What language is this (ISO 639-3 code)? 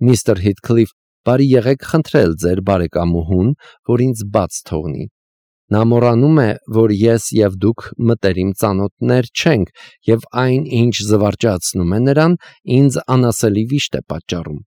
hye